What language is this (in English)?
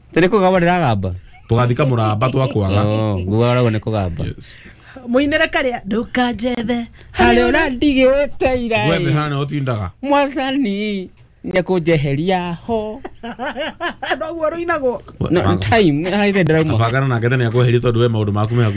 Kikuyu